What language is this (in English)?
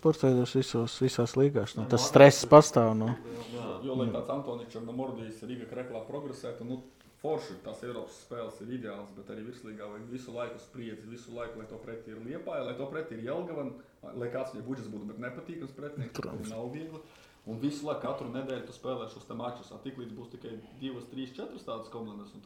Latvian